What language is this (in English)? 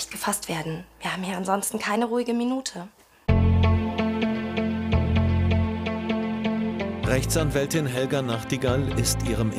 German